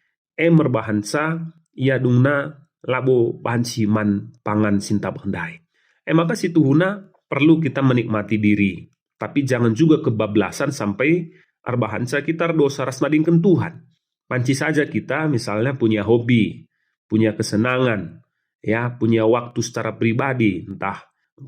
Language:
Batak Karo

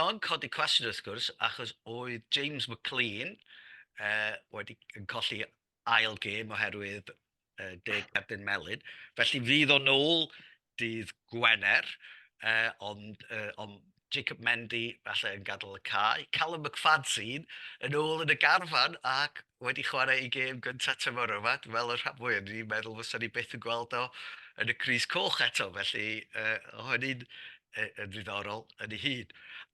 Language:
Welsh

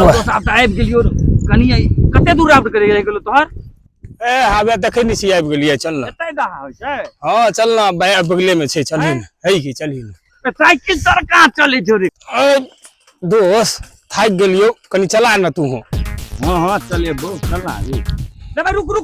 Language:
Maithili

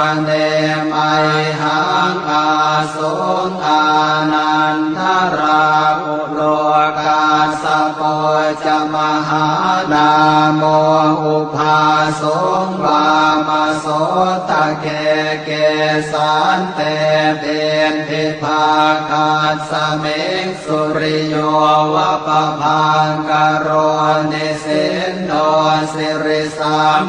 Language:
Pali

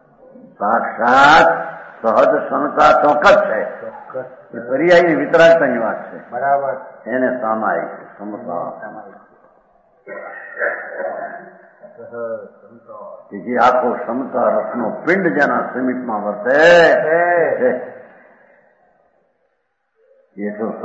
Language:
Gujarati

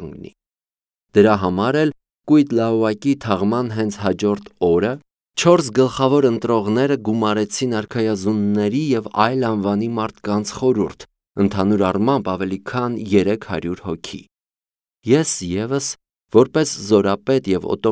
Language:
Armenian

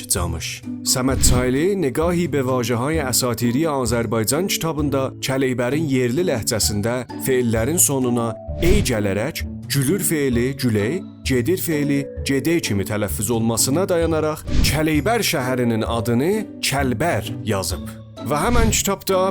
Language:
South Azerbaijani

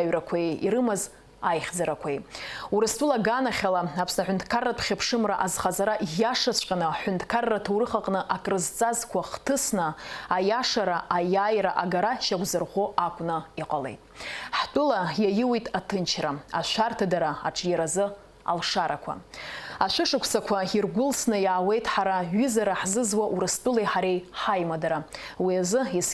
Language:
Abkhazian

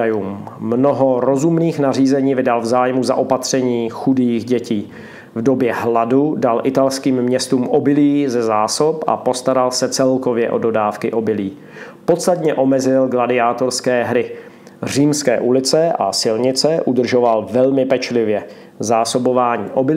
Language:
Czech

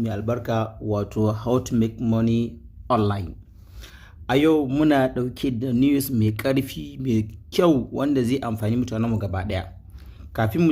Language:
Hausa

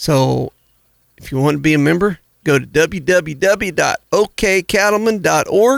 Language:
English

